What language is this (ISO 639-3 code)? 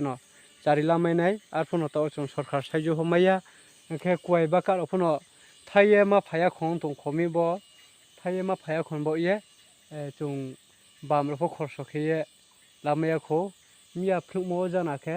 ria